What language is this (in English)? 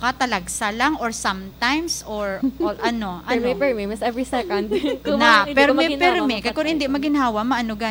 Hiligaynon